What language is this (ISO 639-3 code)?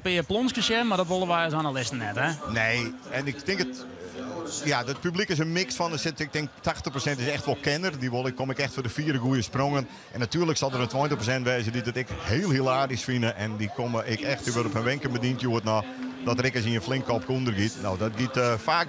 fry